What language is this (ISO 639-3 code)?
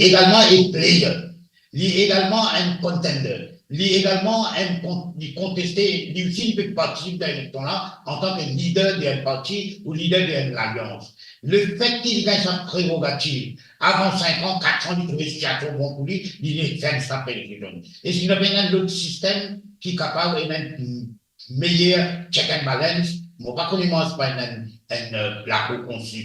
mfe